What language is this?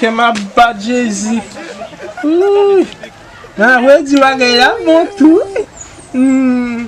Haitian Creole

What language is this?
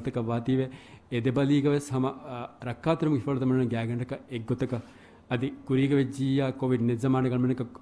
Divehi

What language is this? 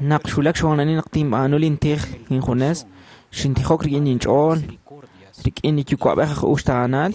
Kekchí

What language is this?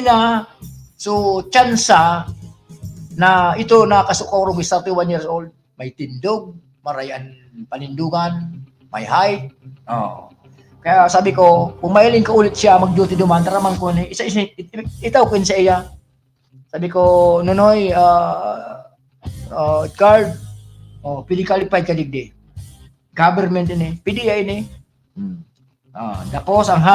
Bikol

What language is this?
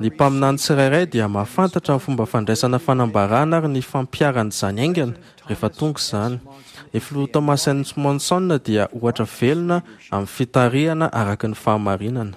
Malagasy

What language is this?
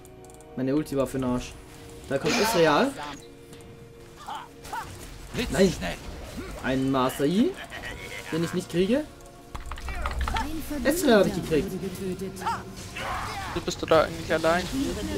German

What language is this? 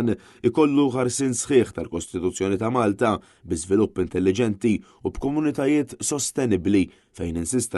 Maltese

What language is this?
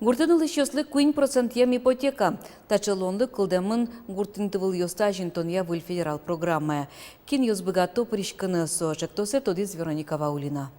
Udmurt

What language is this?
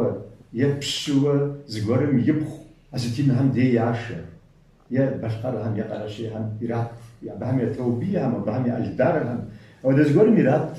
Kabardian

